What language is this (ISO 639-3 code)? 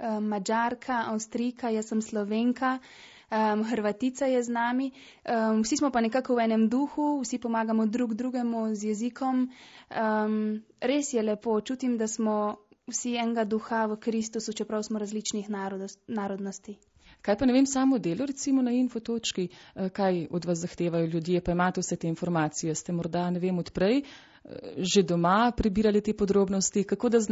slv